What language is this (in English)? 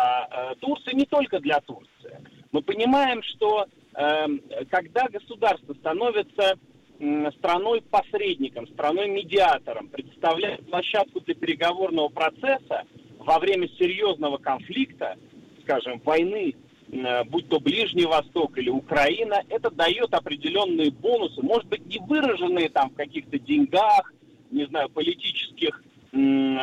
Russian